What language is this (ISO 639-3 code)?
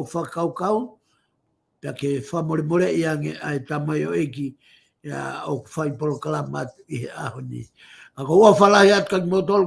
ton